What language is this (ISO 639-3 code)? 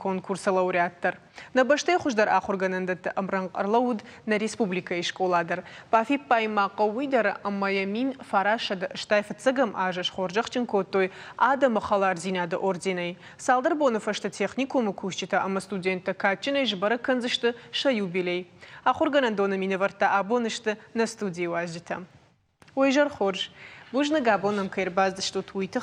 oss